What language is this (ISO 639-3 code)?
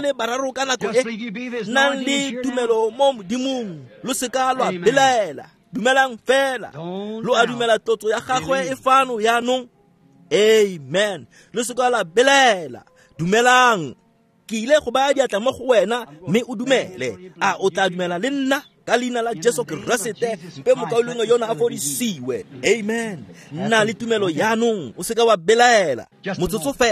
tsn